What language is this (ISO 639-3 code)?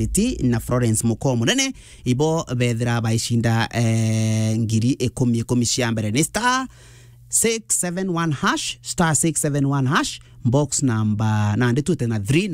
mer